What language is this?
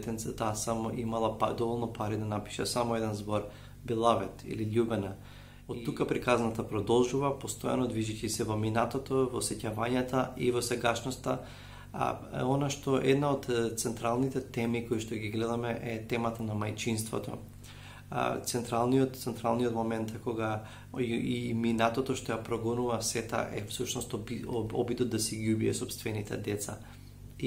Macedonian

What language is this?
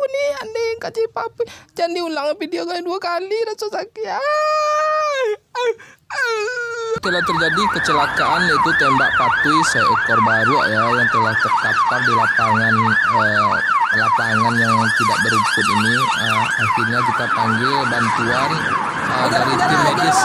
Minangkabau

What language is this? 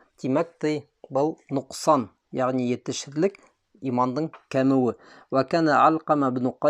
Bashkir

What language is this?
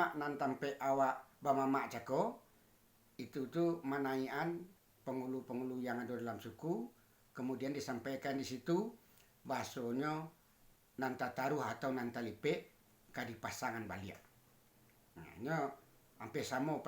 Minangkabau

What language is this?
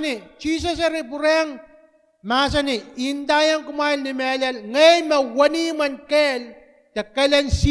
Pohnpeian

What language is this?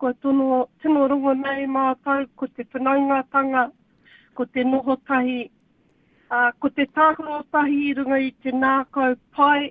Māori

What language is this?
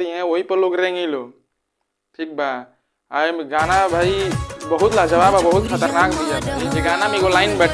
Bhojpuri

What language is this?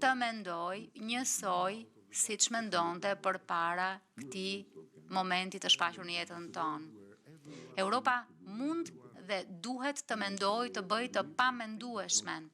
Albanian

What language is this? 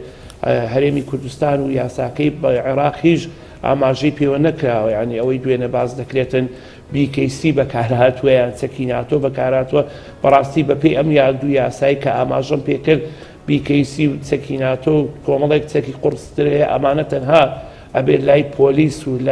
Central Kurdish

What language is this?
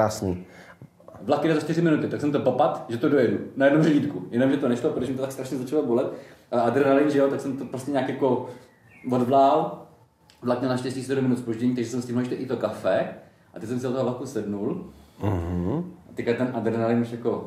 Czech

